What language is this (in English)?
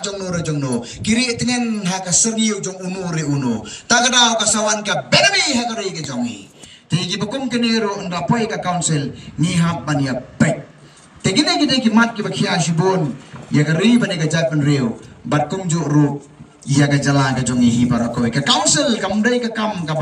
Khasi